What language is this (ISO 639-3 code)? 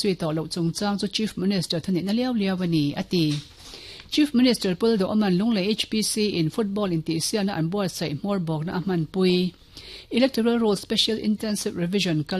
lus